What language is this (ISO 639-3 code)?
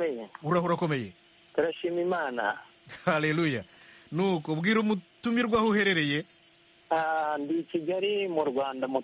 kin